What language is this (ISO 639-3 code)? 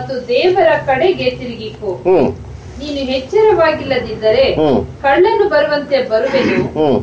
kan